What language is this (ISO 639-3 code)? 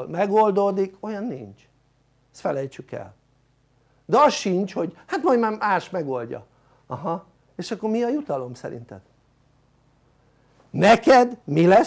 hun